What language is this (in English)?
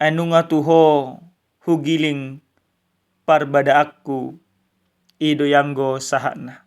Batak Toba